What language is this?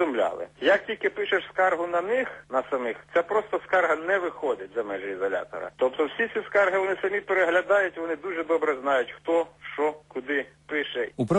Ukrainian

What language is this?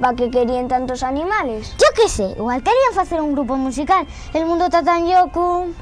Asturian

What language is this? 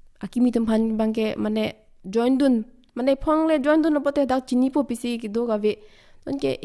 Karbi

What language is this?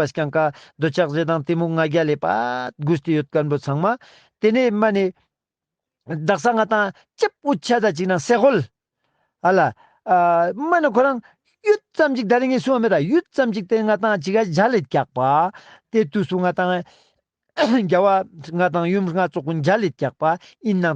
Ladakhi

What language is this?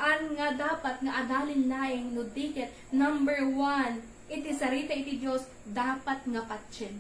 Iloko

